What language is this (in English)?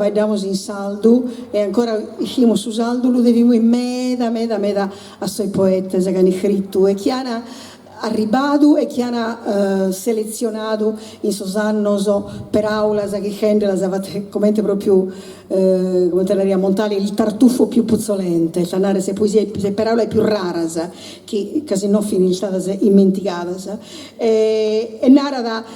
Sardinian